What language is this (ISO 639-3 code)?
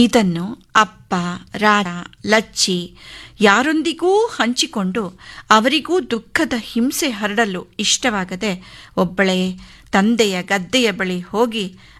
kan